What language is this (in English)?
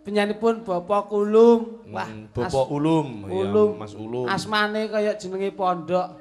Javanese